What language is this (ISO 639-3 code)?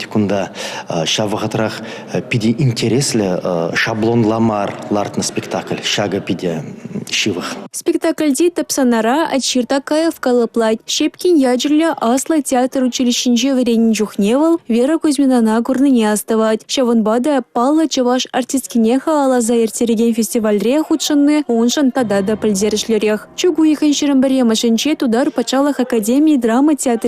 chv